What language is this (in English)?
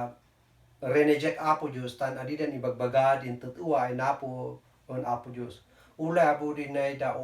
Kankanaey